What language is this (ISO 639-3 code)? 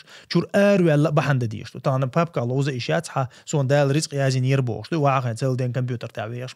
che